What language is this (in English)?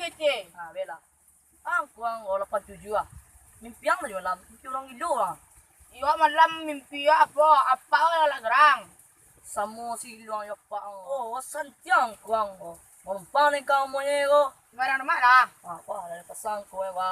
Minangkabau